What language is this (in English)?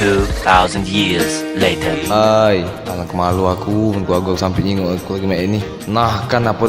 Musi